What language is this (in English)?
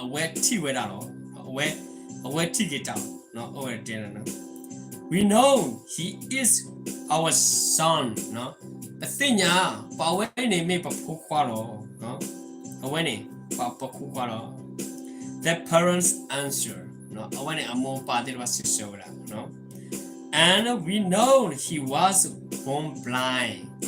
S'gaw Karen